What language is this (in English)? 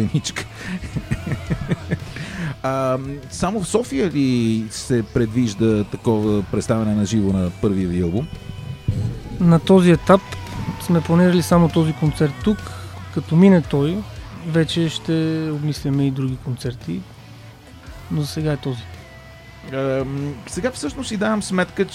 Bulgarian